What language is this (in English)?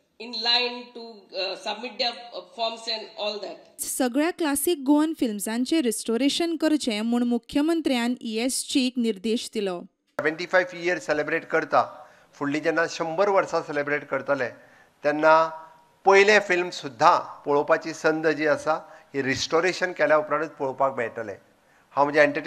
Konkani